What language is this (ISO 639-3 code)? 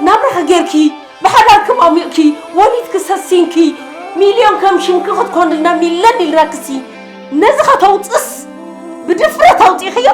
tir